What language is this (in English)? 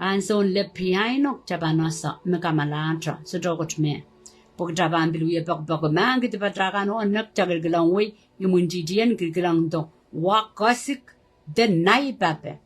Pohnpeian